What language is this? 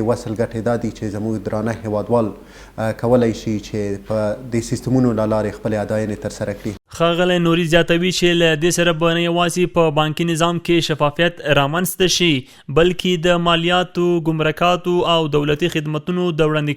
Pashto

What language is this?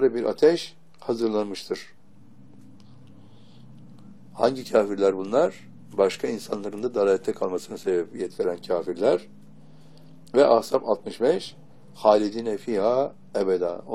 Turkish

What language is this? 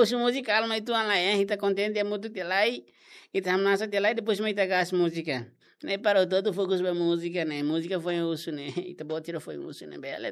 Tetum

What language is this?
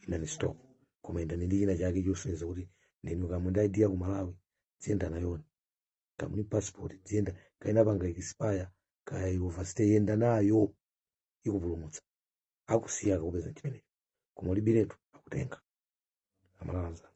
Nyanja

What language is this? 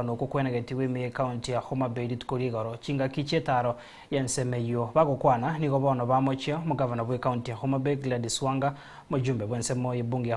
Gusii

